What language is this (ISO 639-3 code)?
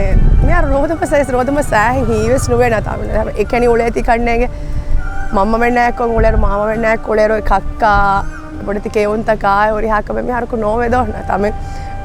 div